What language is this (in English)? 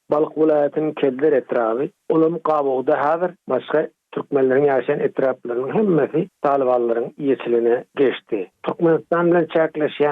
Turkmen